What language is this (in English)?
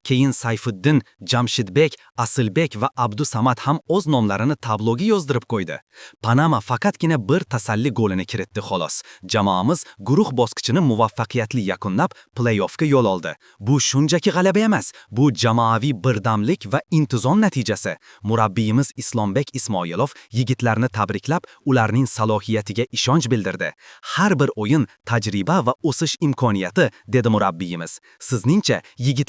Uzbek